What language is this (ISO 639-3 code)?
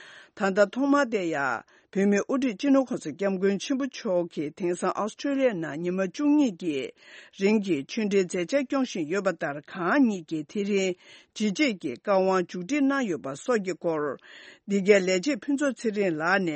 bod